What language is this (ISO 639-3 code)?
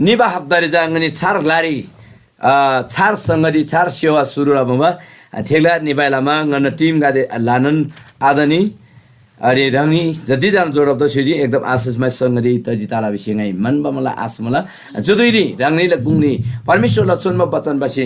taj